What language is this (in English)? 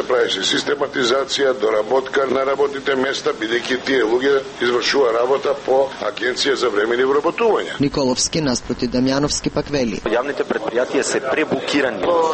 Macedonian